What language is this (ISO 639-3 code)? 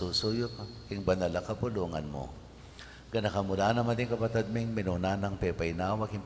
pam